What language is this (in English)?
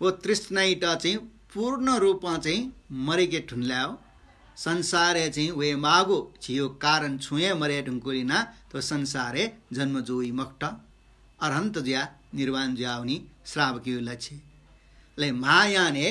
Newari